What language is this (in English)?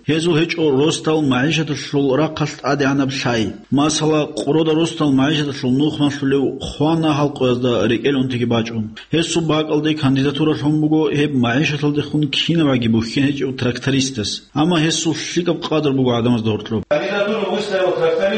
Avaric